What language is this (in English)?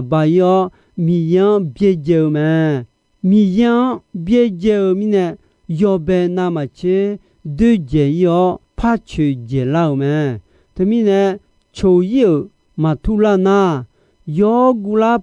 Akha